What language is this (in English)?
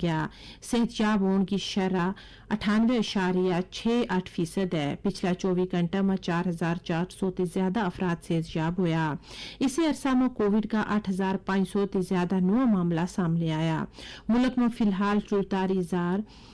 Gujari